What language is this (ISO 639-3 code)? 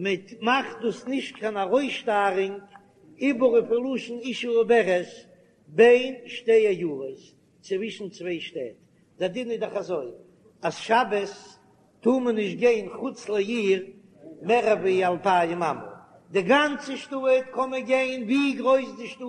yid